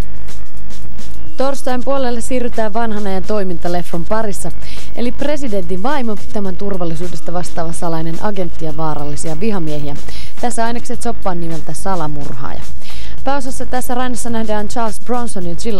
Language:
Finnish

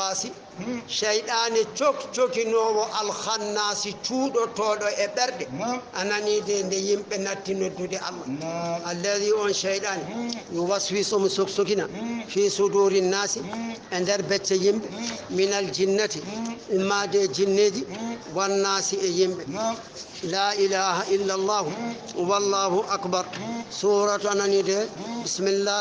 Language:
Fula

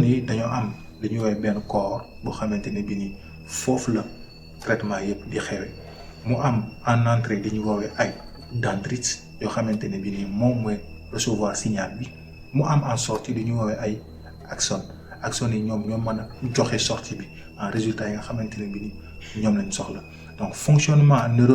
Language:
Wolof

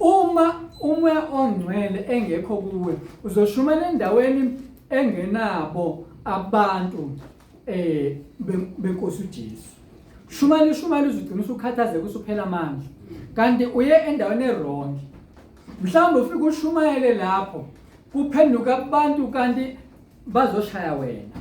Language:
Zulu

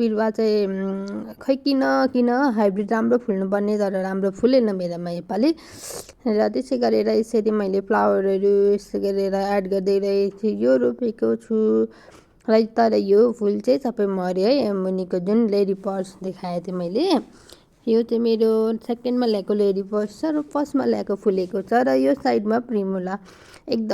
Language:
Nepali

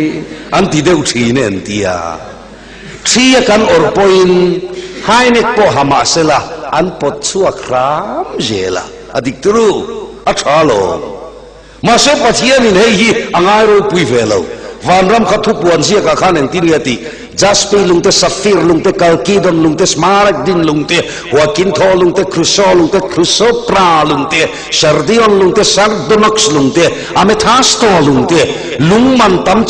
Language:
Mizo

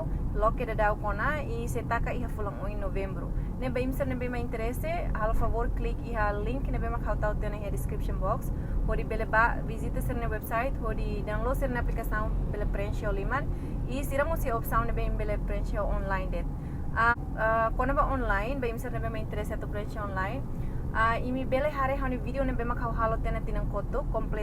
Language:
Tetum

